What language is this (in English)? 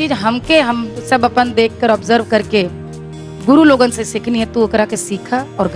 Bhojpuri